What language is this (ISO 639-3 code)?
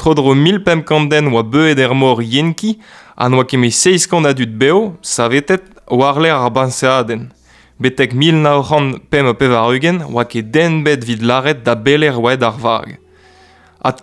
bre